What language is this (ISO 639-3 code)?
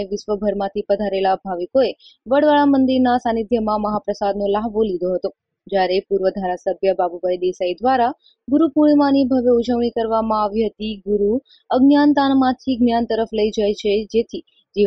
guj